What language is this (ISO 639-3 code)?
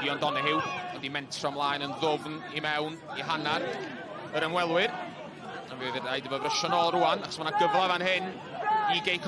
cym